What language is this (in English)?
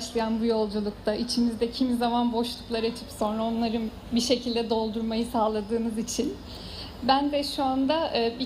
Turkish